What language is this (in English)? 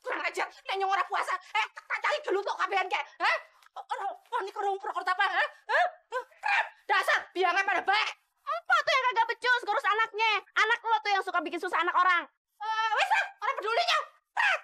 Betawi